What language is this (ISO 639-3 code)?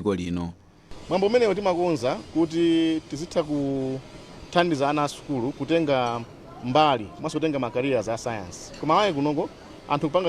nya